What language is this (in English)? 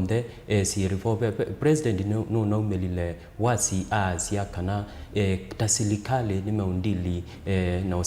Kamba